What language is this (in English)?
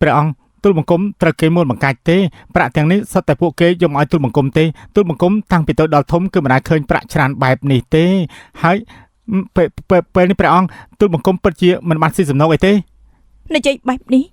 Khmer